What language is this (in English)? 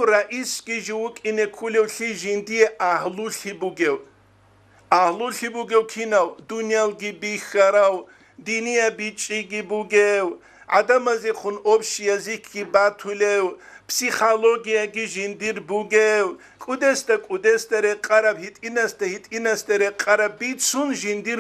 Avaric